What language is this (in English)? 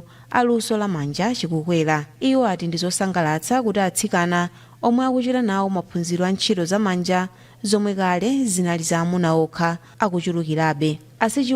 Nyanja